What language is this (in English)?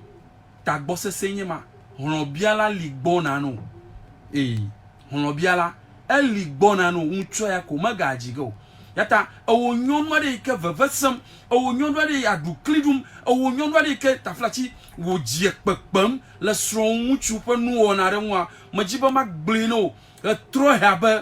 Ewe